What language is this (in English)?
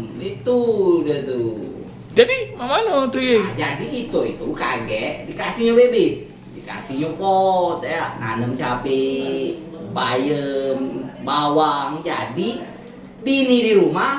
Musi